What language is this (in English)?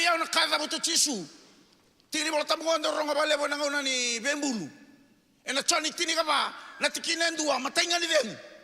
Fijian